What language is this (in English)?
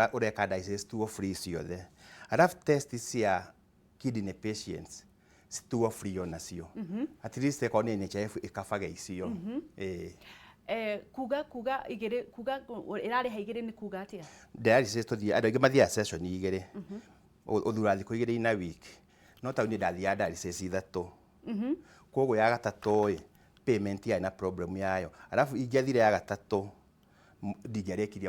Kikuyu